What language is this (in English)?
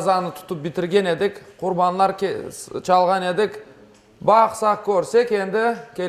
Crimean Tatar